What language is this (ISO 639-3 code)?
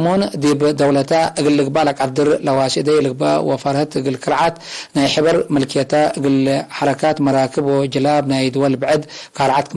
tig